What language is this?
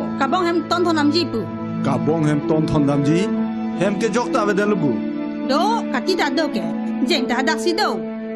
Karbi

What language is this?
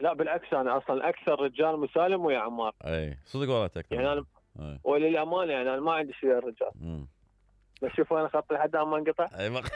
Mesopotamian Arabic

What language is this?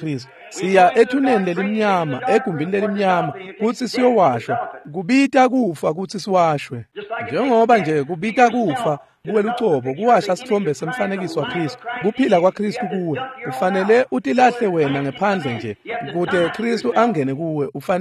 Swati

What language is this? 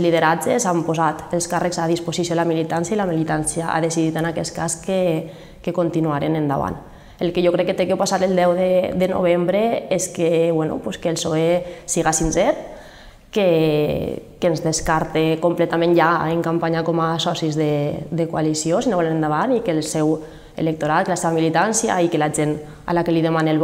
Catalan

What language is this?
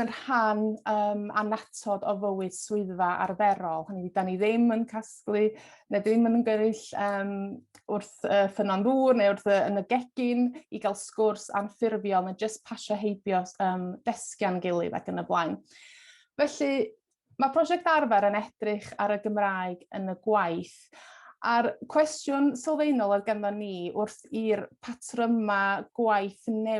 Welsh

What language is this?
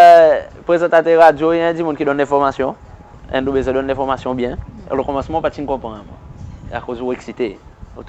Seselwa Creole French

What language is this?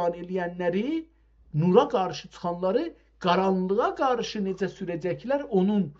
South Azerbaijani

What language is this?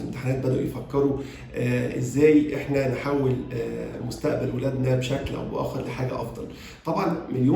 Egyptian Arabic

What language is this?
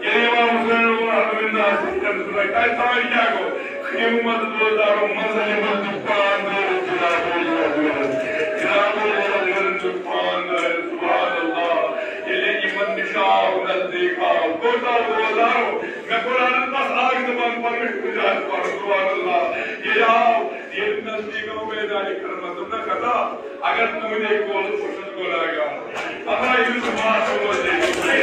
Kashmiri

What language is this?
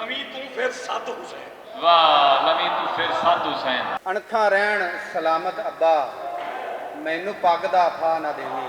Western Panjabi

